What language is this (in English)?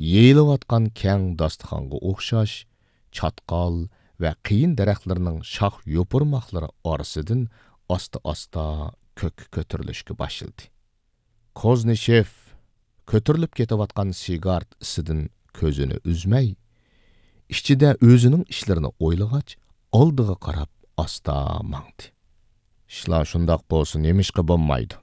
Uyghur